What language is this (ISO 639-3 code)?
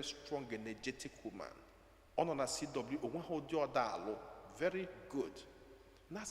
ibo